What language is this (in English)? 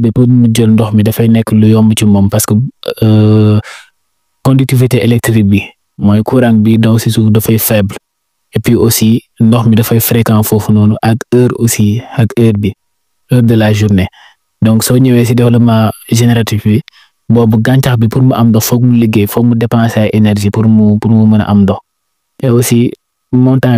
Wolof